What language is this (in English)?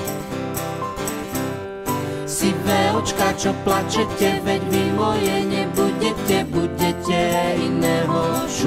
Slovak